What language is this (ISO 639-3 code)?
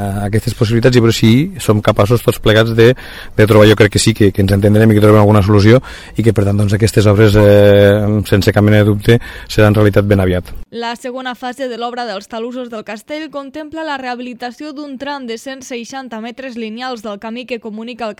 cat